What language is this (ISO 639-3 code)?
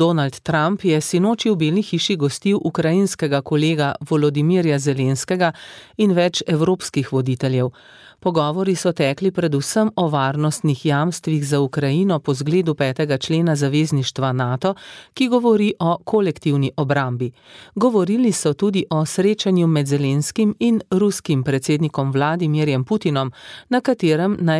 slv